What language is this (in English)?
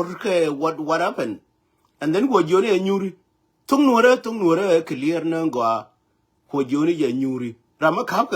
Nuer